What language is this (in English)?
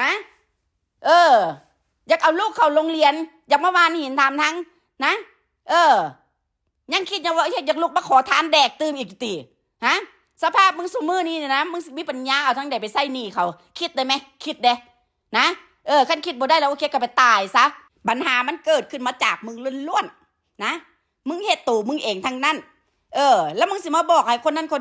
Northeastern Thai